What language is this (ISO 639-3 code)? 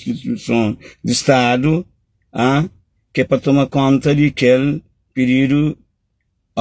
kea